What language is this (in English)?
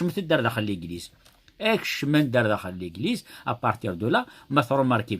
Kabyle